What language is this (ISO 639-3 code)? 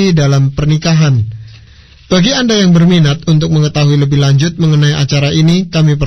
ind